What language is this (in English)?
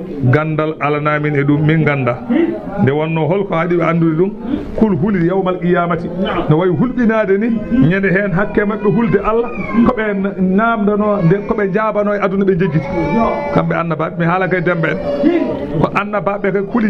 Fula